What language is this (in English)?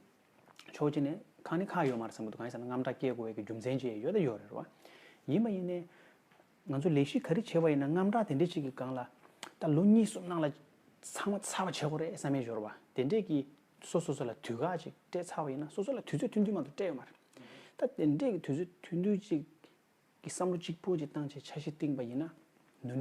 Tibetan